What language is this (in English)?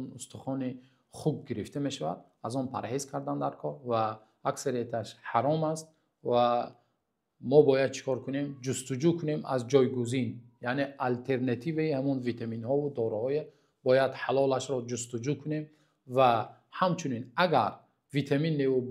Tajik